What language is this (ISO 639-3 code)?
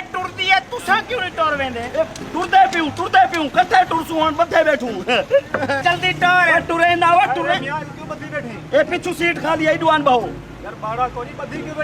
skr